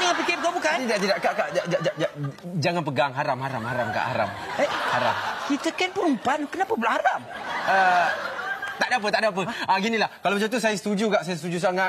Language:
Malay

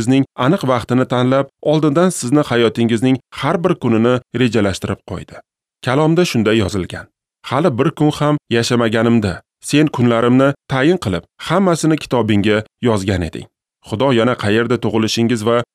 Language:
Uzbek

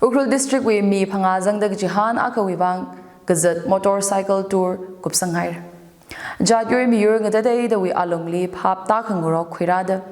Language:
Tangkhul Naga (India)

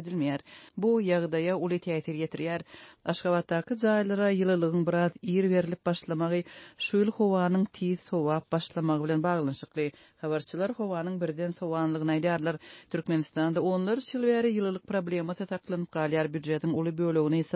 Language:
Turkmen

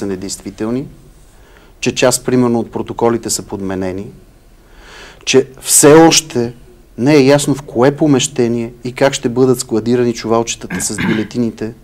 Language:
Bulgarian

